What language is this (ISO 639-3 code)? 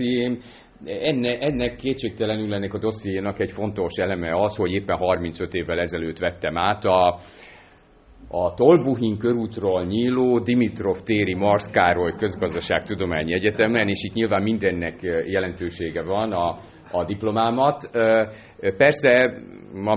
hun